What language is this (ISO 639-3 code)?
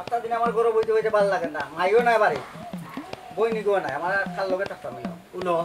syl